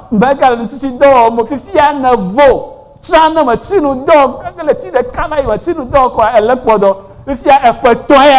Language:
Ewe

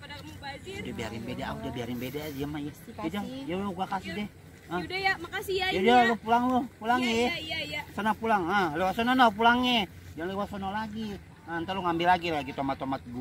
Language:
Betawi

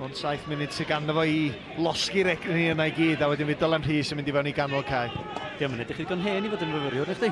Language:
Welsh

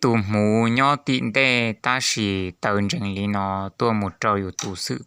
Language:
Hmong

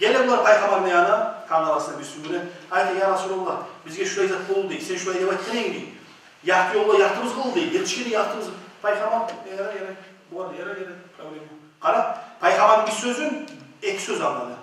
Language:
Kumyk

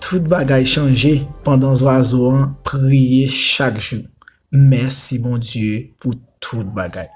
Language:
Haitian Creole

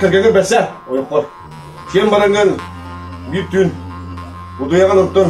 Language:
Yakut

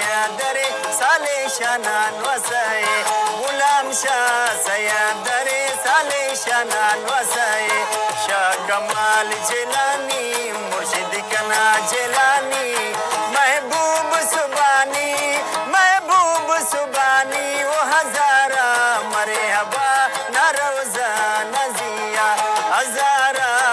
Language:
Brahui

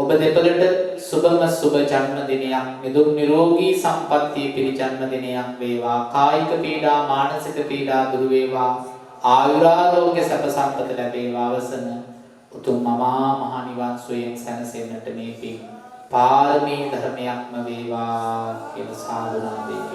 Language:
Sinhala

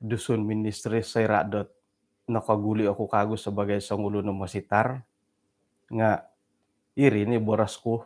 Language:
Central Dusun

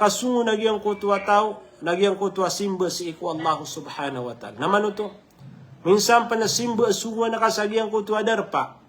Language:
Maranao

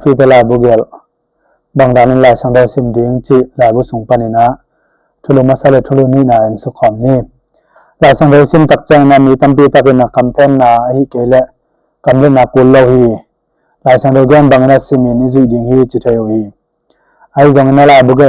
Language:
Tedim Chin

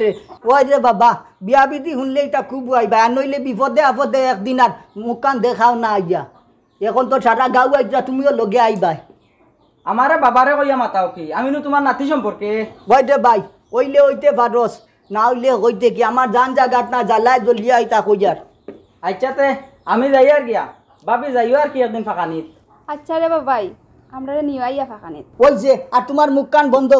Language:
Sylheti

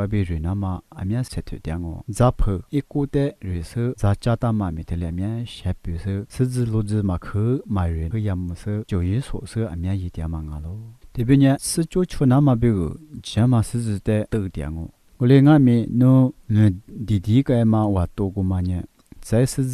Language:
Lisu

